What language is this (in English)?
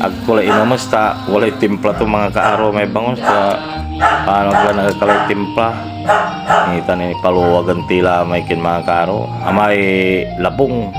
Pangasinan